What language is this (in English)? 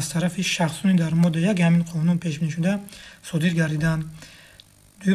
Tajik